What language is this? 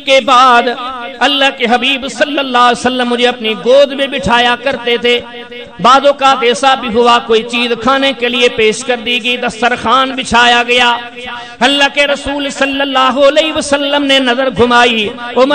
Urdu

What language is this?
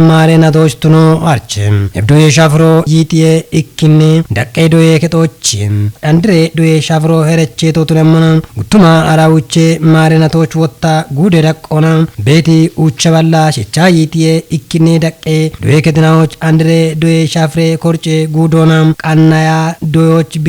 Kafa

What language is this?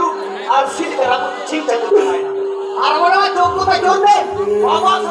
Santali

